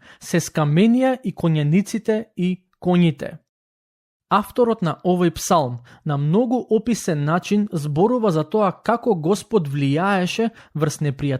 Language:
Macedonian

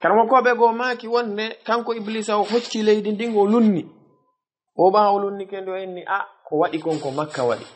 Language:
Fula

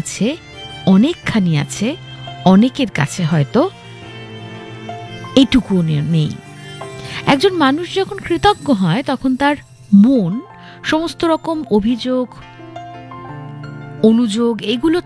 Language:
Bangla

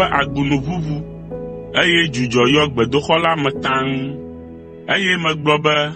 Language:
Ewe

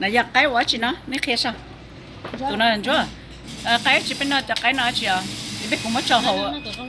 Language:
Hmong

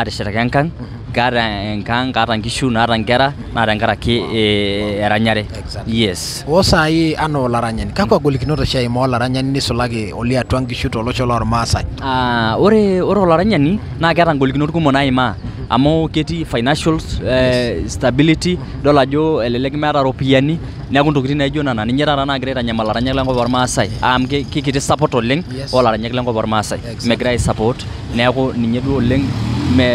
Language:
Masai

